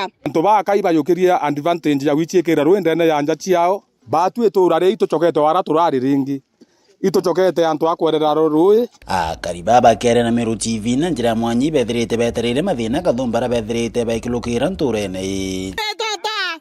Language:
Meru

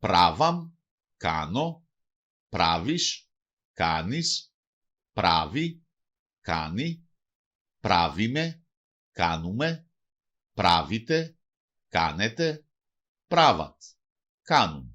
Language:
Macedonian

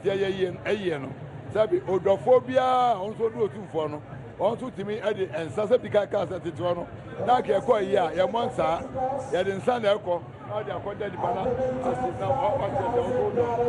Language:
Akan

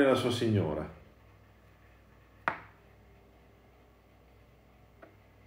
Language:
Italian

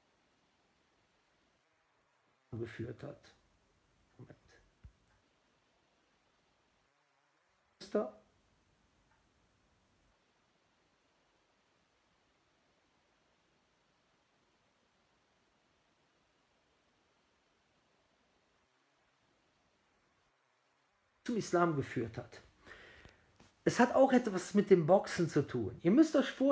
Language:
German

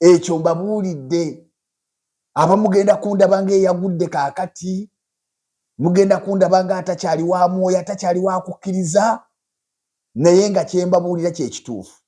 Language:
Ganda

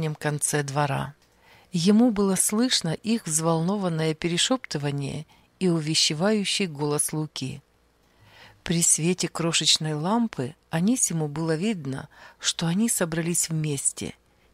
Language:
Russian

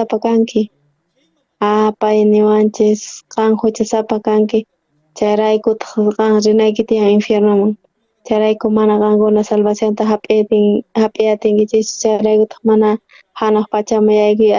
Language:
South Bolivian Quechua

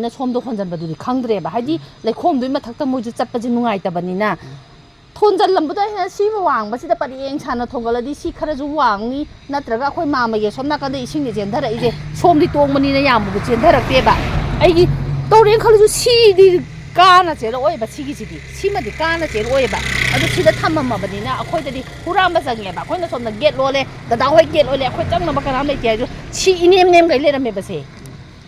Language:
Manipuri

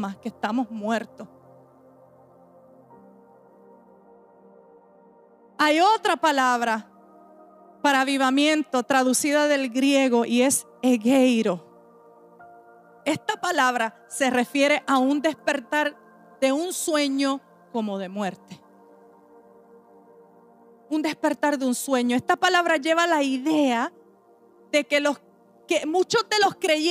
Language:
Spanish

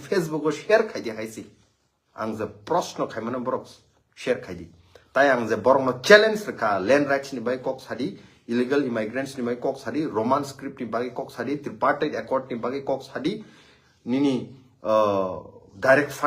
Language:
Kok Borok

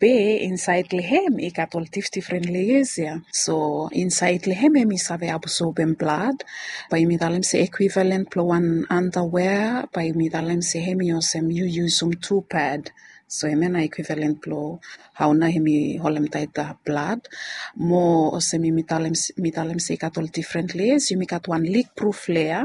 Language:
Bislama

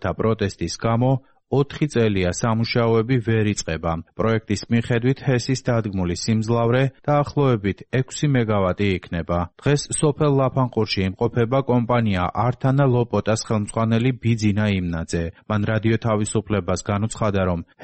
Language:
Georgian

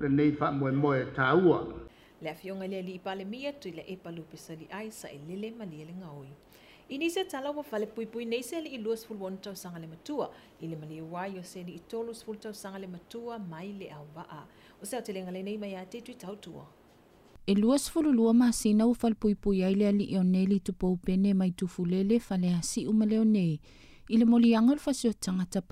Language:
Samoan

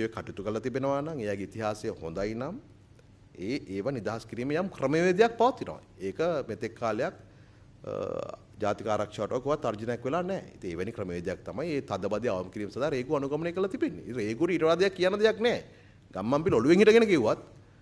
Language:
Sinhala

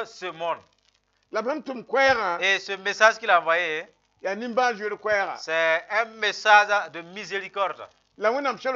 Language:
Mossi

